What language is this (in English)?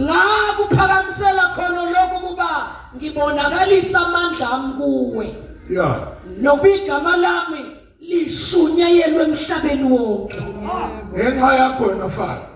Zulu